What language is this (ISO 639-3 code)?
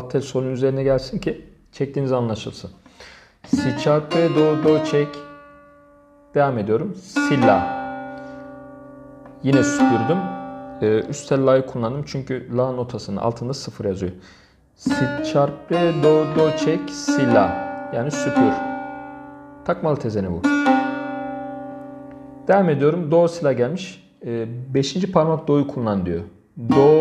tur